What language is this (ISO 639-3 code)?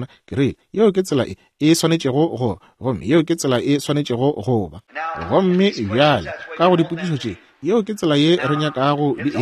nso